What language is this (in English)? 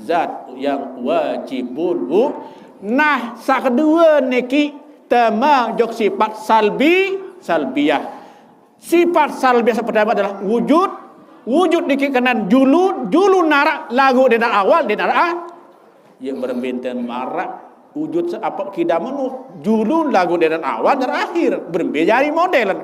Sasak